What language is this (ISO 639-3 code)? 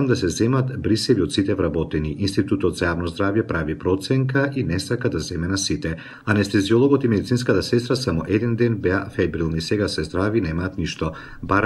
mkd